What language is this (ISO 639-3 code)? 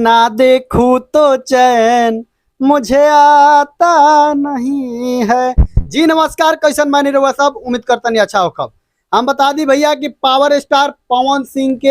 bho